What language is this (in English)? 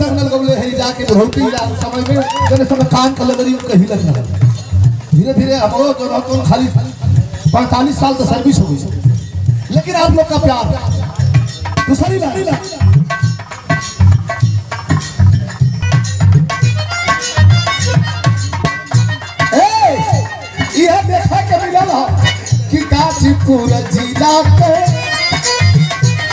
Bhojpuri